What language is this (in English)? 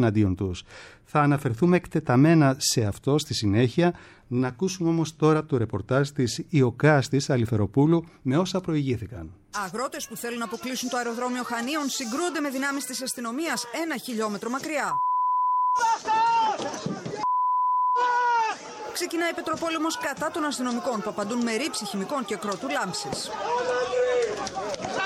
Greek